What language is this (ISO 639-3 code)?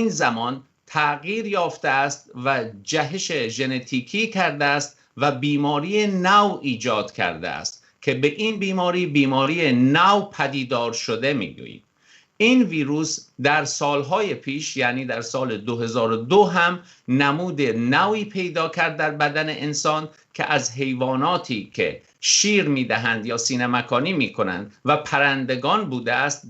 tgk